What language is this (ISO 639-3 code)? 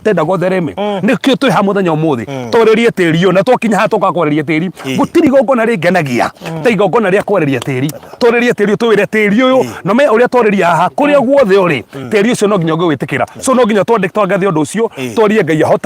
kik